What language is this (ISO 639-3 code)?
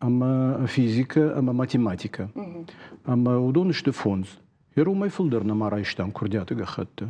oss